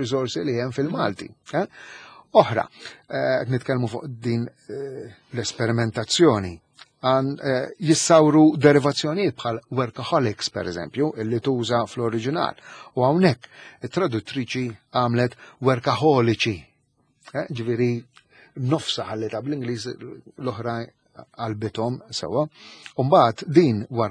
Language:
Maltese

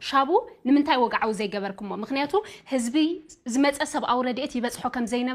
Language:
Tigrinya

